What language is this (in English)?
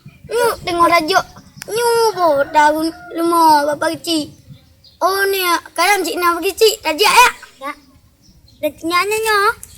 Achinese